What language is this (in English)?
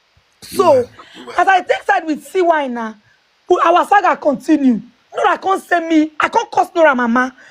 Nigerian Pidgin